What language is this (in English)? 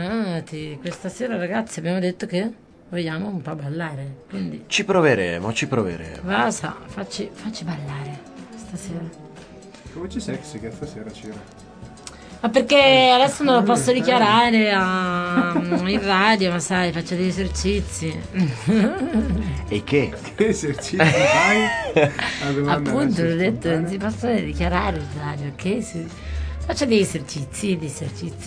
Italian